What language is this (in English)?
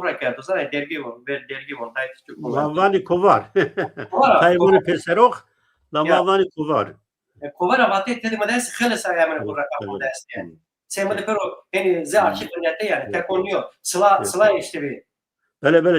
Zaza